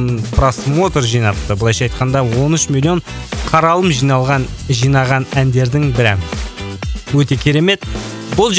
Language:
Kazakh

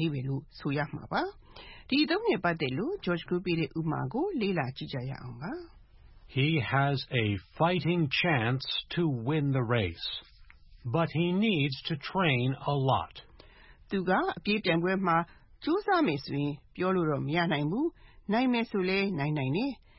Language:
Burmese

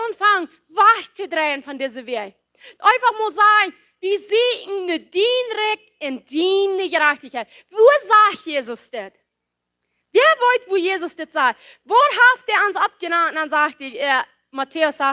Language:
Plautdietsch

